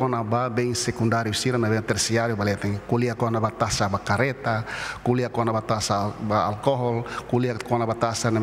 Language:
Tetum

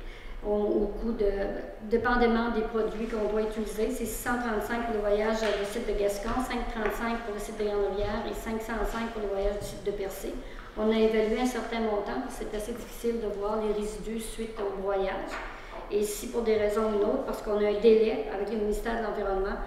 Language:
French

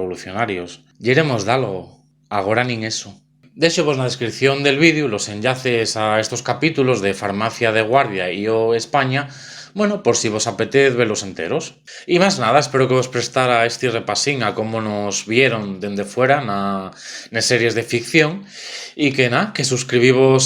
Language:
Asturian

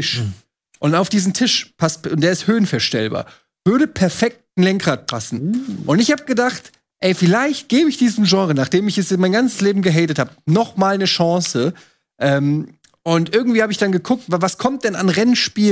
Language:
German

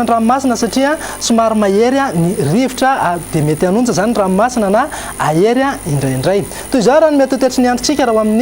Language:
Malagasy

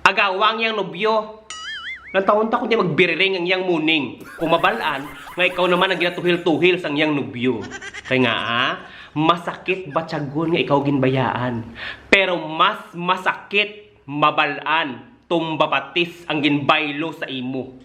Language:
Hiligaynon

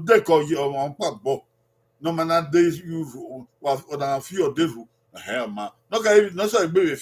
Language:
Bini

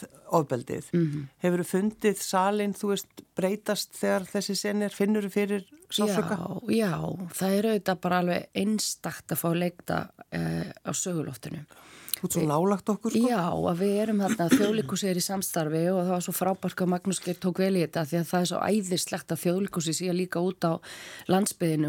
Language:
Icelandic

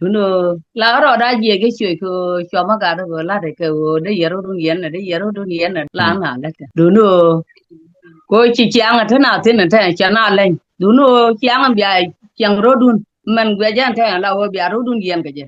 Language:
Nuer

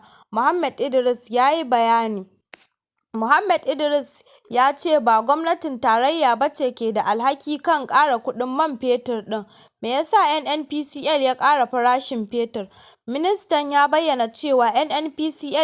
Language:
Hausa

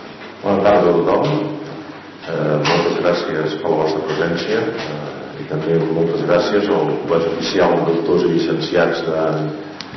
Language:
Catalan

